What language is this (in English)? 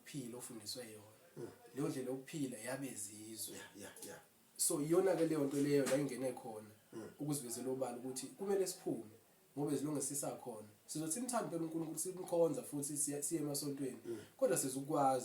Zulu